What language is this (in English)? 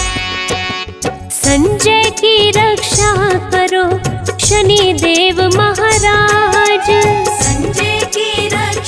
Hindi